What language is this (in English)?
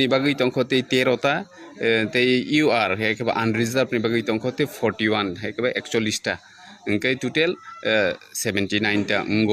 Kok Borok